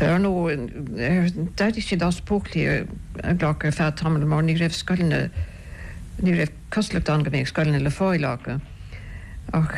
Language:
Irish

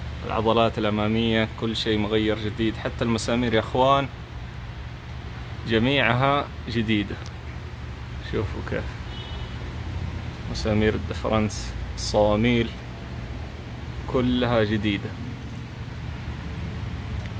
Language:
Arabic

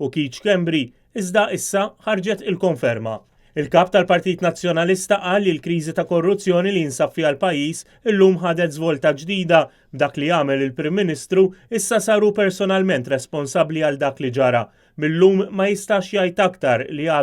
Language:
Maltese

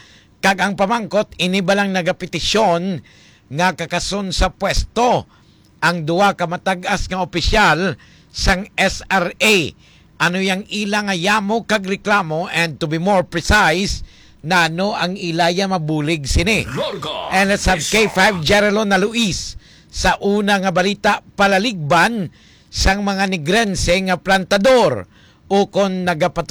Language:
Hiligaynon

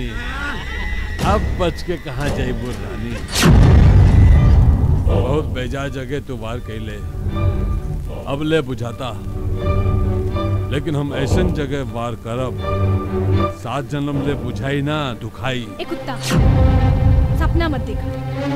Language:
Bhojpuri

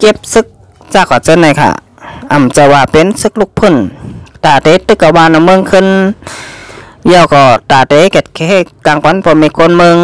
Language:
Shan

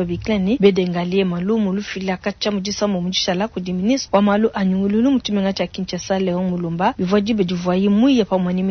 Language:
Luba-Lulua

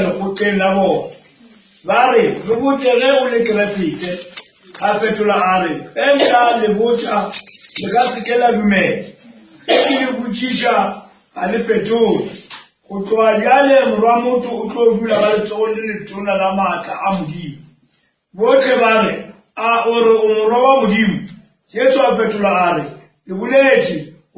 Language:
Northern Sotho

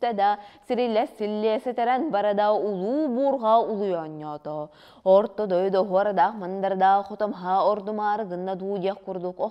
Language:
Yakut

